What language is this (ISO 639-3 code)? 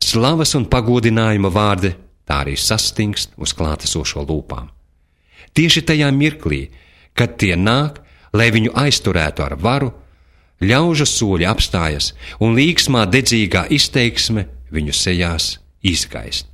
lav